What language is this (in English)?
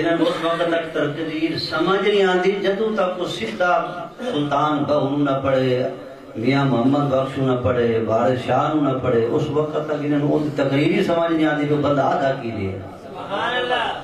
Saraiki